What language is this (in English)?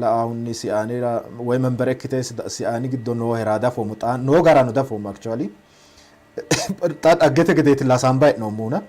Sidamo